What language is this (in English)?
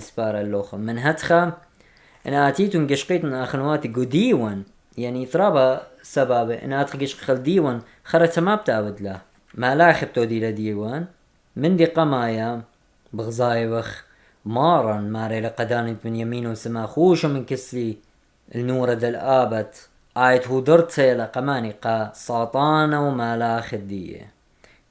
Assyrian Neo-Aramaic